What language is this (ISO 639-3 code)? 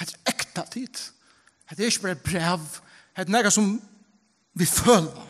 fao